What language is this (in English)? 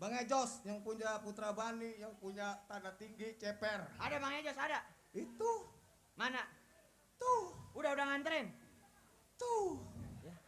Betawi